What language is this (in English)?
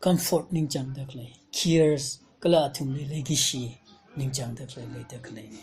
Tangkhul Naga (India)